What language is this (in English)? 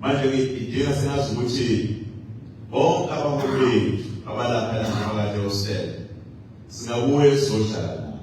Zulu